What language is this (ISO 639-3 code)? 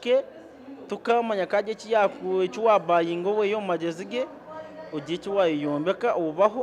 nyn